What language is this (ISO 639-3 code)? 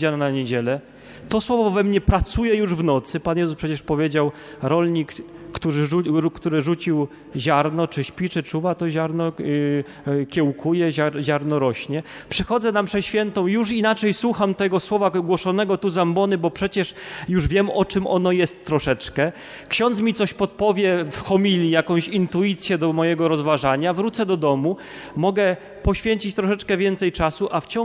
pol